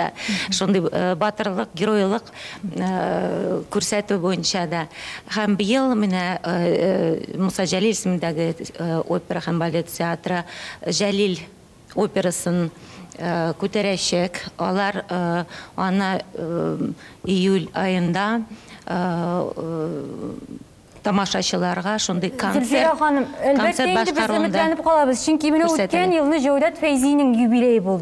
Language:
Tatar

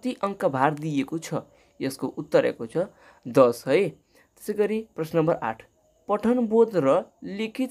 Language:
Nepali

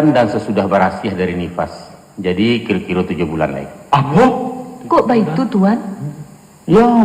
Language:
Minangkabau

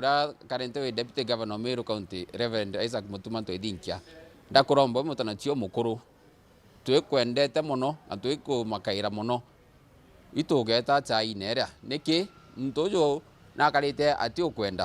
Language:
Meru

